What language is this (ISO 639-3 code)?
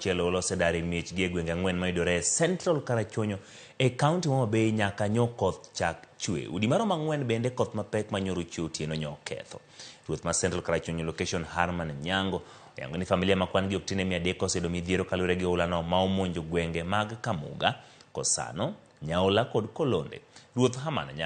luo